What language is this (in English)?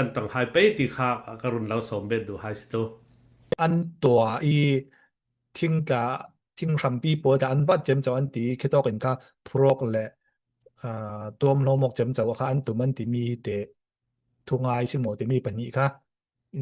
Falam Chin